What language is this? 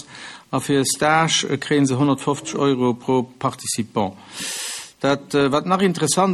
Luxembourgish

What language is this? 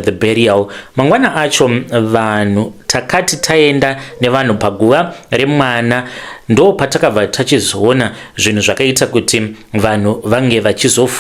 Shona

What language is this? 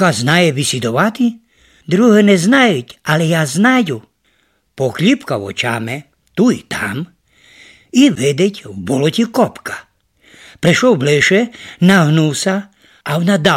Rusyn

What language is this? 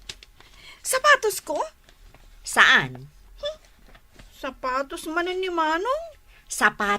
Iloko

